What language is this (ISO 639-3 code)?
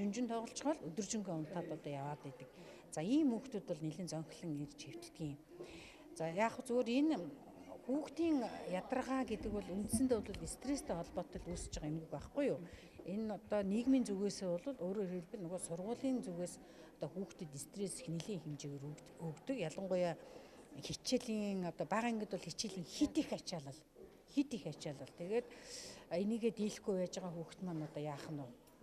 mon